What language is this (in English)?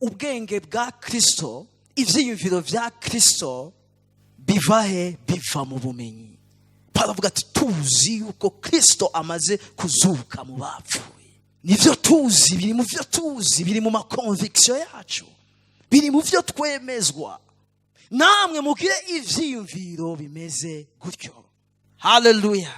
Rundi